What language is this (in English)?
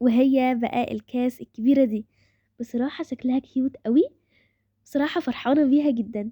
Egyptian Arabic